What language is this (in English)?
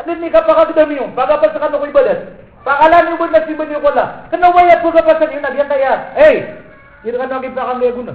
Maranao